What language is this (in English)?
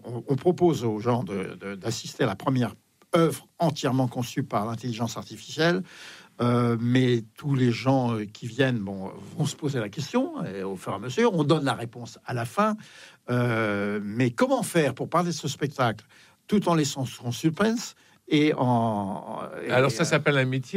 French